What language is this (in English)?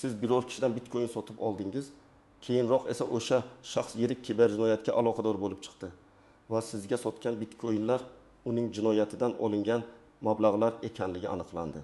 Uzbek